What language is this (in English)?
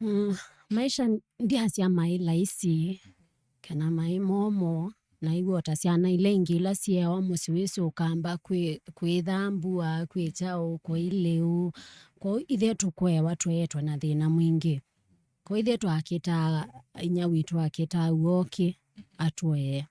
Kamba